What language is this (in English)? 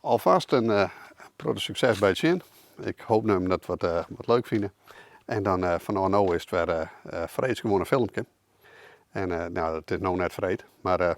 Western Frisian